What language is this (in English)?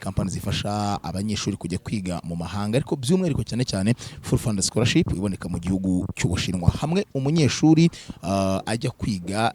Kinyarwanda